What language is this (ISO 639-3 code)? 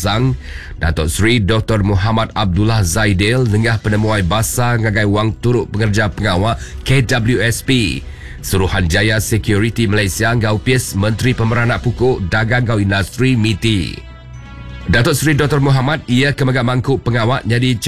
iba